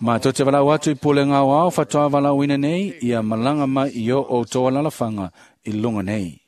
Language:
Samoan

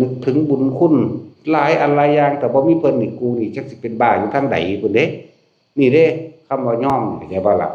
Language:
Northeastern Thai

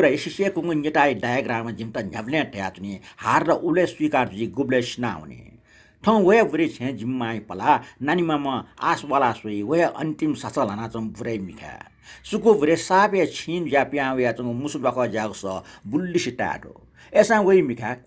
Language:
Newari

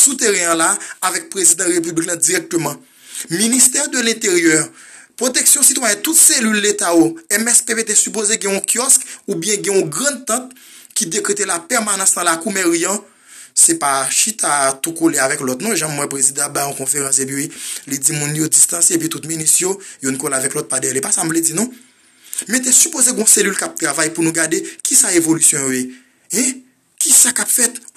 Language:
Haitian Creole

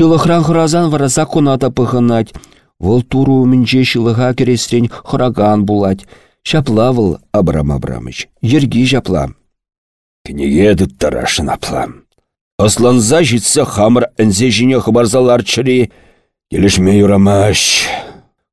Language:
Chuvash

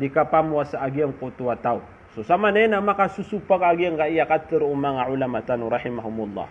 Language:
Maranao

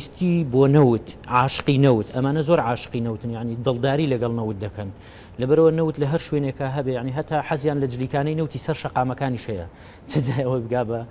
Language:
Central Kurdish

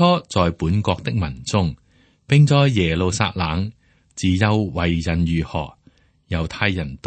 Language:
Cantonese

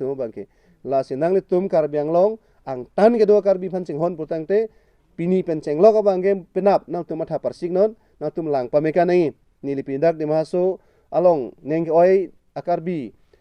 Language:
Karbi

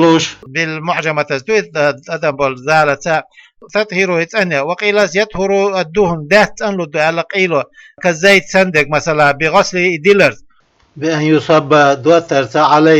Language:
Chechen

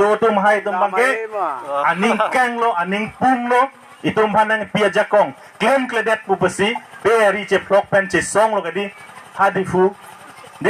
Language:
Karbi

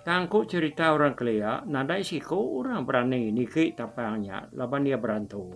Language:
Iban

